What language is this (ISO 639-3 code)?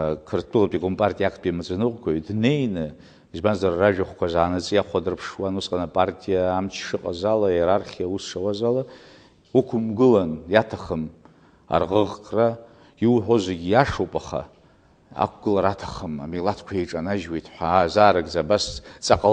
abk